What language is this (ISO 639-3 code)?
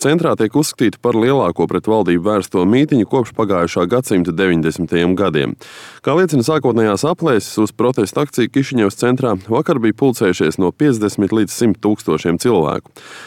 lav